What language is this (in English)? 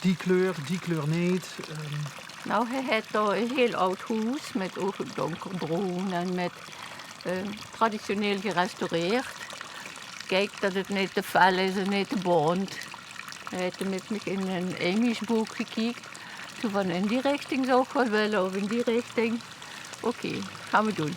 Limburgish